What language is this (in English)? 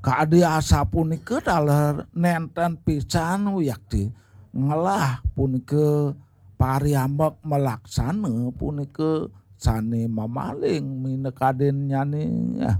Balinese